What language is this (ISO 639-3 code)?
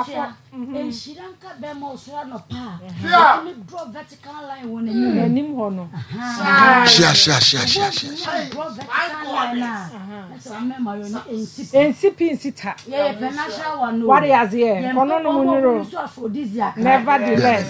aka